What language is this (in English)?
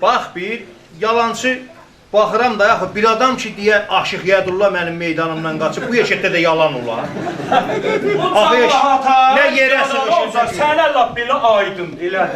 South Azerbaijani